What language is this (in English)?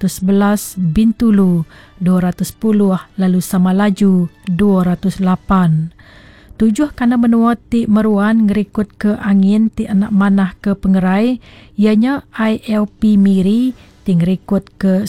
Iban